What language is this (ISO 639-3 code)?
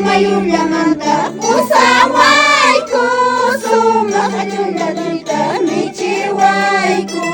que